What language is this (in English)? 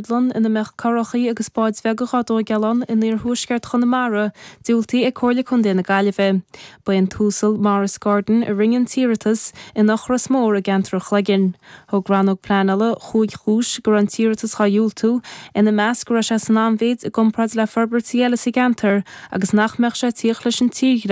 Irish